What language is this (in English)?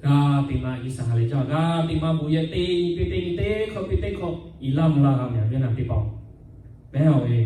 Lahu